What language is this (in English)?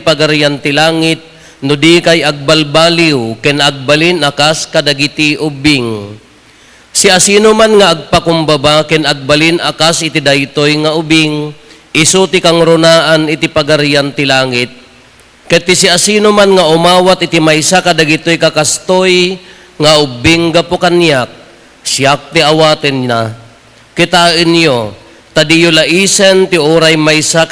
Iloko